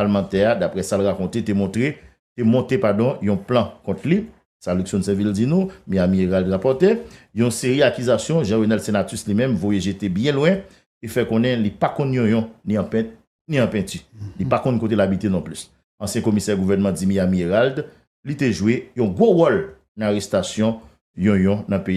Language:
Haitian Creole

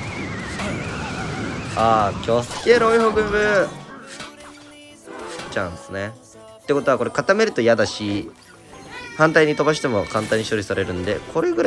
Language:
Japanese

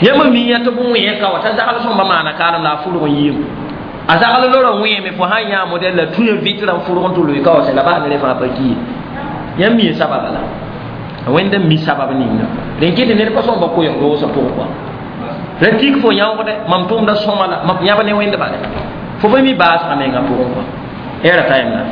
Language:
Mossi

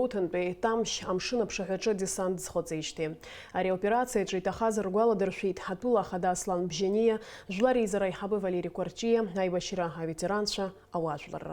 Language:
Abkhazian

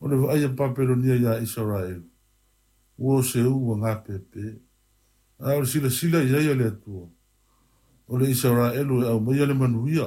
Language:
Samoan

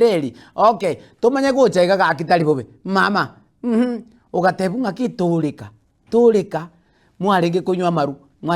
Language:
Gusii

